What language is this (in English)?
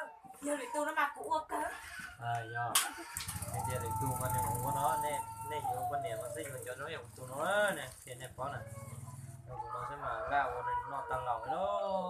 Hmong